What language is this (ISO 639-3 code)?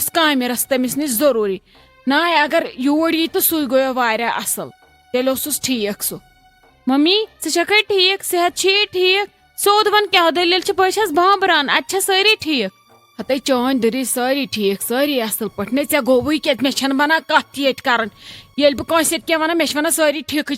kas